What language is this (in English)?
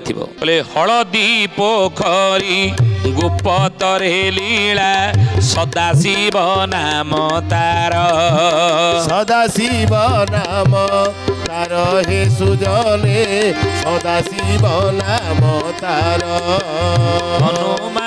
Odia